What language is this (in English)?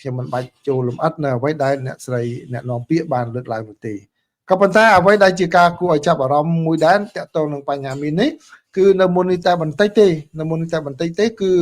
Khmer